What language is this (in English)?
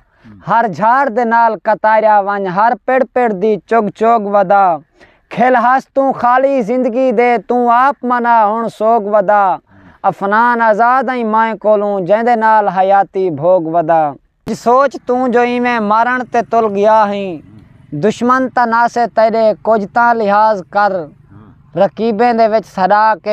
Saraiki